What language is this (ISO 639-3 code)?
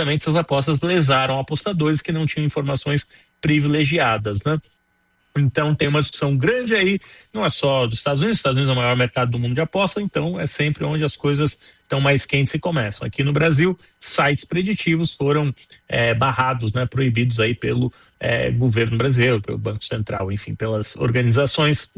por